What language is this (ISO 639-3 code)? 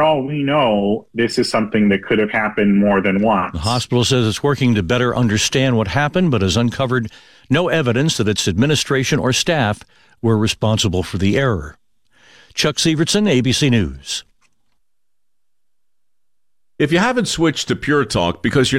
eng